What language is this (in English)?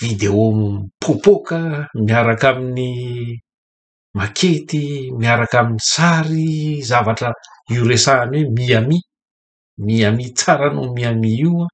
Malagasy